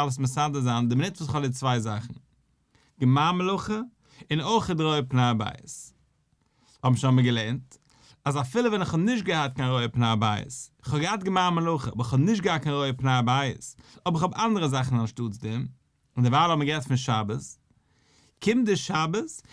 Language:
Yiddish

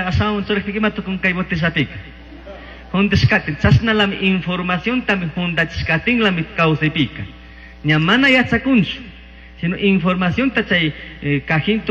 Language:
Chimborazo Highland Quichua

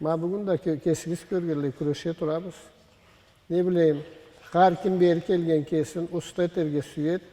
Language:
Karachay-Balkar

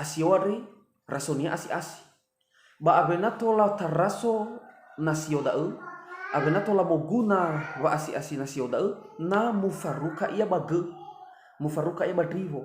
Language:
Nias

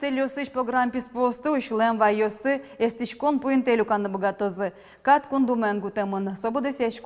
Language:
Udmurt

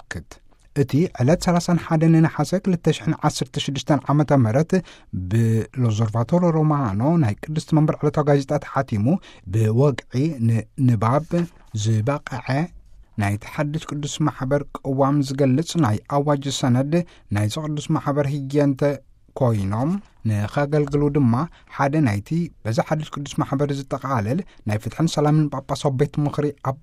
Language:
Tigrinya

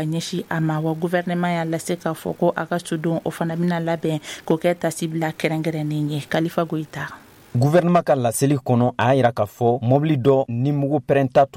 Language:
Bambara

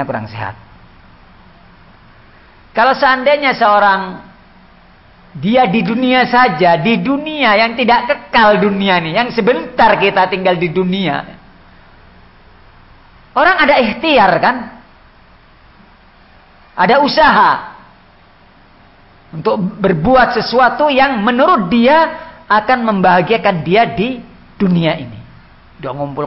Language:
Indonesian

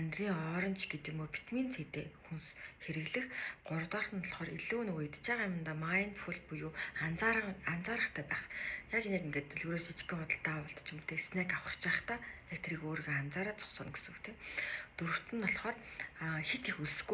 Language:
Mongolian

